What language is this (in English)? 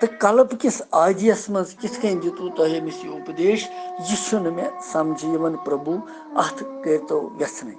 Kashmiri